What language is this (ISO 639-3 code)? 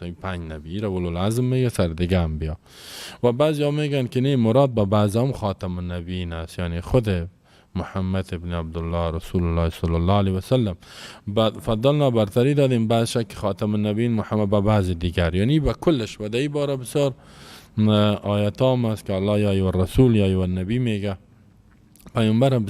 fas